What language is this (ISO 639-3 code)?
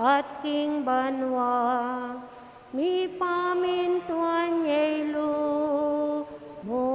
pam